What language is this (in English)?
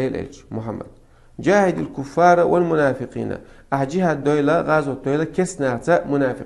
Chechen